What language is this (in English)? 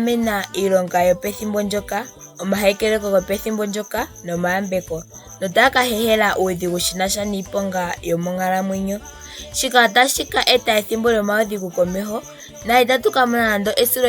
Ndonga